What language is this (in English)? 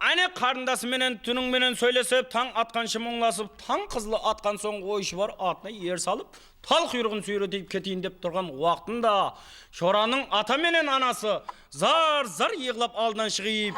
Kara-Kalpak